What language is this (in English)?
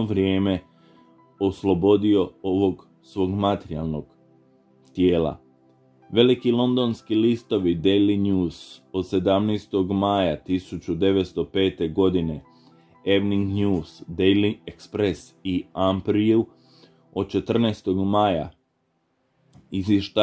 Croatian